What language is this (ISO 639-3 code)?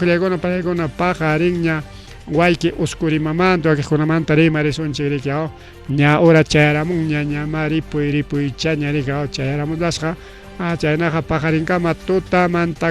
quy